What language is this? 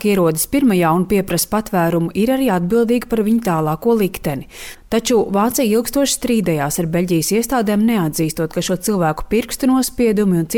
Latvian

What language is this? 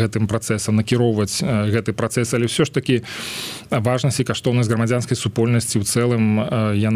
Belarusian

